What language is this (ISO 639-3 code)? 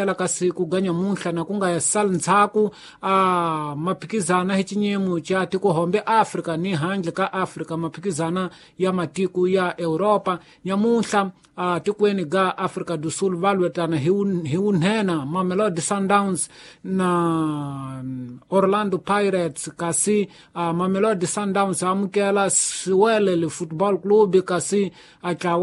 tso